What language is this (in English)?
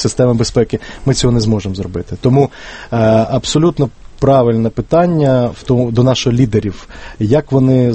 Ukrainian